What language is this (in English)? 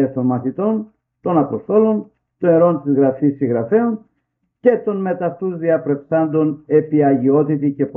Greek